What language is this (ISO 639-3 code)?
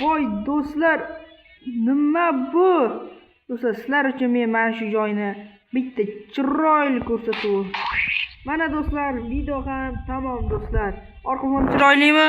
uzb